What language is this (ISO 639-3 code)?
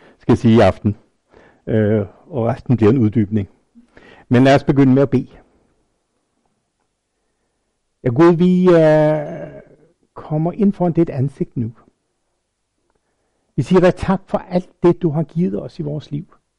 dan